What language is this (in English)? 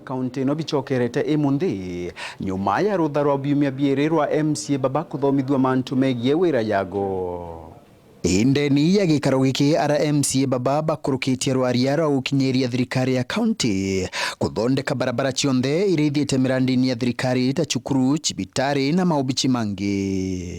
Meru